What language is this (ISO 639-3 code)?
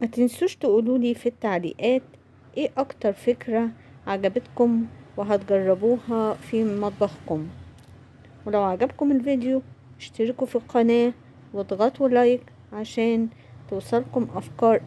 arz